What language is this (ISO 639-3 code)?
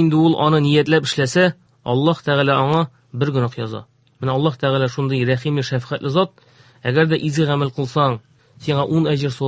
tat